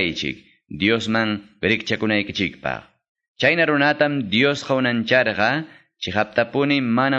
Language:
Quechua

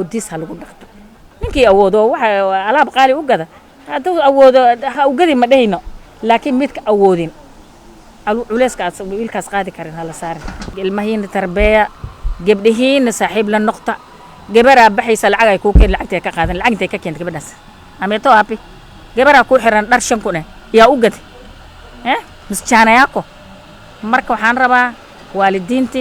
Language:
Somali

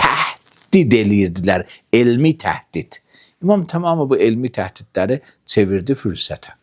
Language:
Azerbaijani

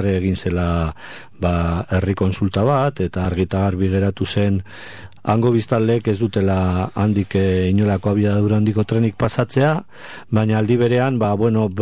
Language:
Basque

